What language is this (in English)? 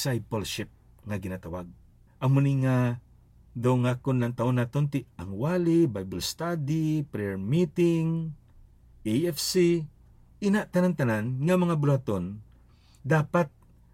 Hiligaynon